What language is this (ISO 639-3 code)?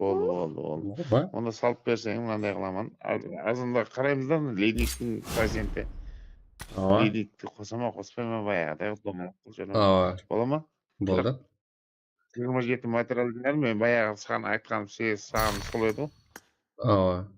kaa